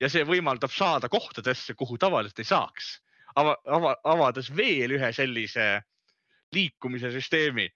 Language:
Estonian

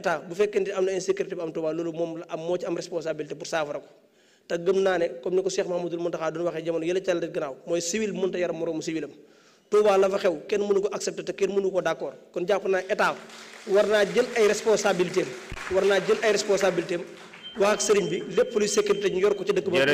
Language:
Wolof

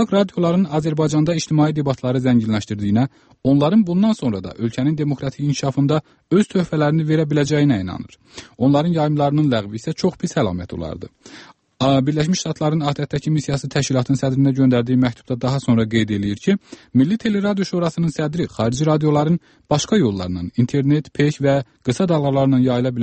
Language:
Azerbaijani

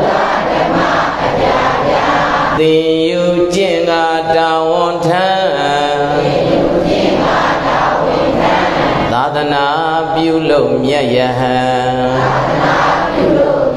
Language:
Burmese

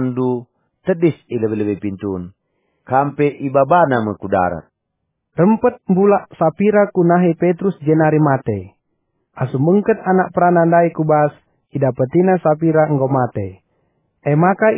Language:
Batak Karo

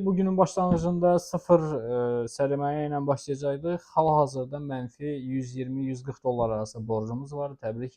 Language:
Azerbaijani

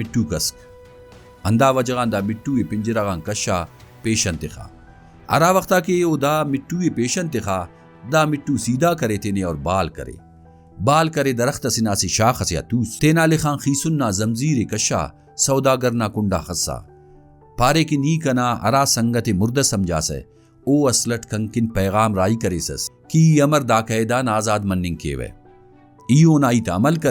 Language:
Brahui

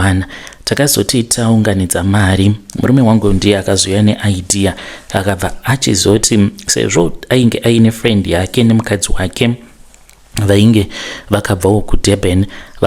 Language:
Shona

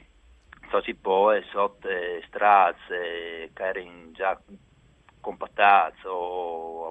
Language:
Friulian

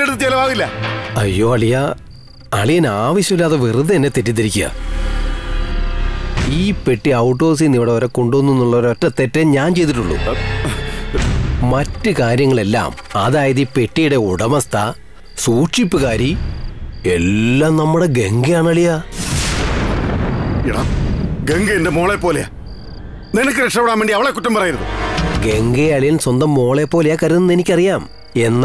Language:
Malayalam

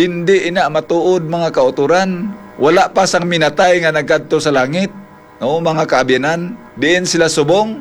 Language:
Hiligaynon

